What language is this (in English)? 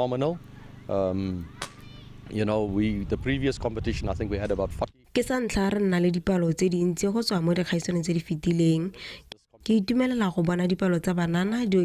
Tswana